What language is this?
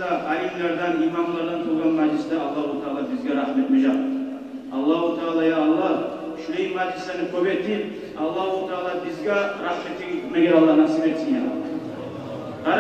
Kumyk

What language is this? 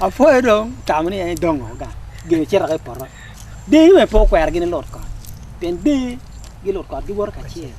Acoli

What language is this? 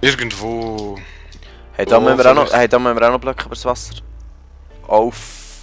Swiss German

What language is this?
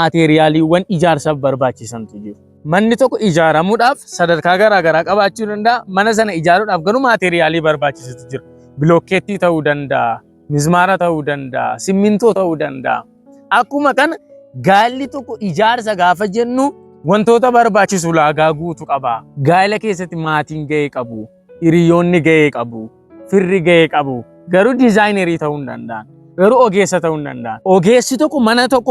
Oromo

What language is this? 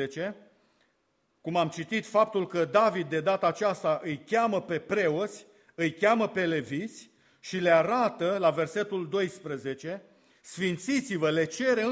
Romanian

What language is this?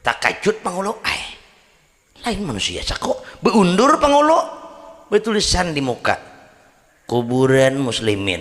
Banjar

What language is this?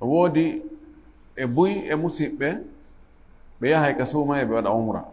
Fula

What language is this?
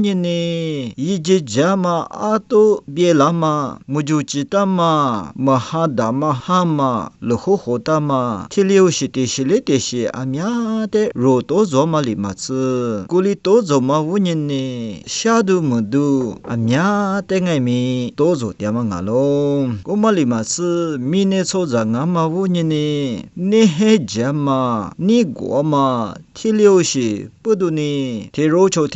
Lisu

